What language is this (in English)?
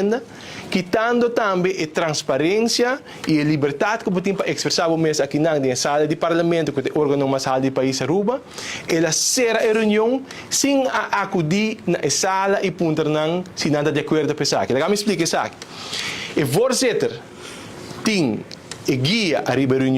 Papiamento